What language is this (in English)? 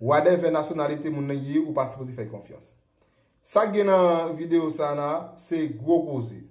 Haitian Creole